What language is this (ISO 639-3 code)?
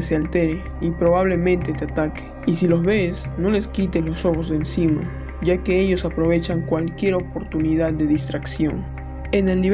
spa